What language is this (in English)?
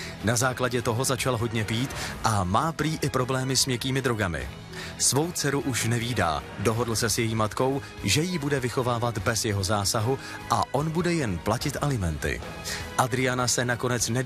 Czech